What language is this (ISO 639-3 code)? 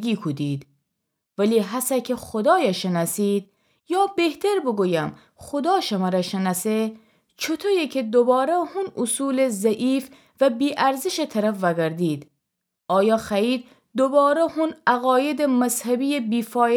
glk